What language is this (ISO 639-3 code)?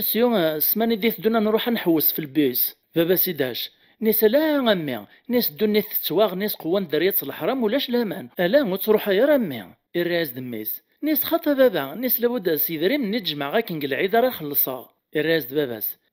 kab